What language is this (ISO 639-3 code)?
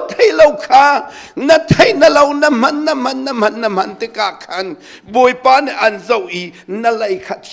cnh